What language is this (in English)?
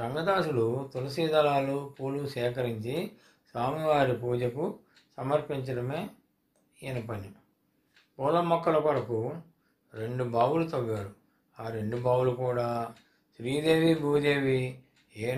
Telugu